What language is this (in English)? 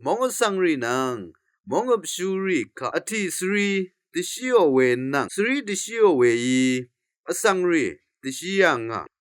Rawang